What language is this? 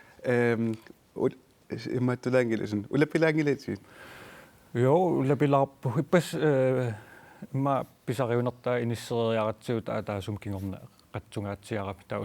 Kalaallisut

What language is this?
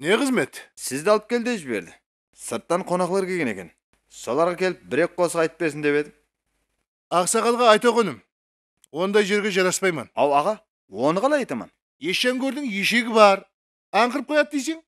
Kara-Kalpak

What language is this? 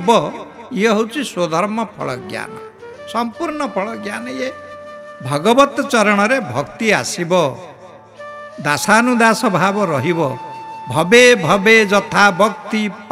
Odia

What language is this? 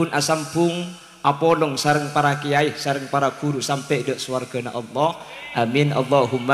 Madurese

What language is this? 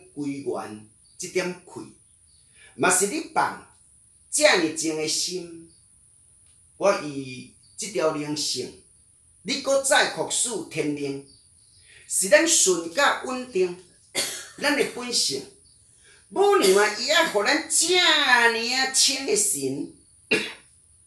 Min Nan Chinese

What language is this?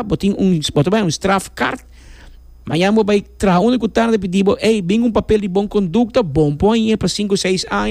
Papiamento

